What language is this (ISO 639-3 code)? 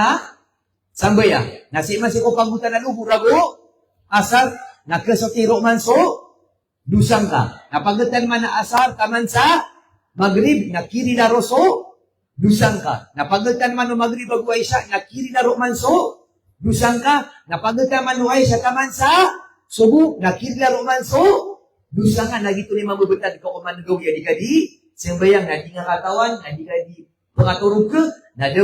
mrw